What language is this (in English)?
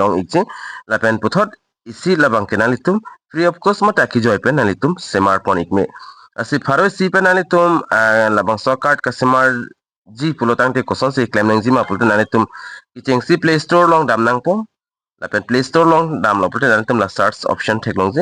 Karbi